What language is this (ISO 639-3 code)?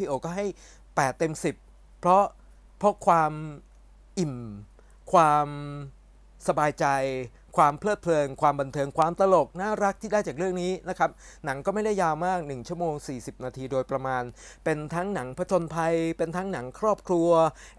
tha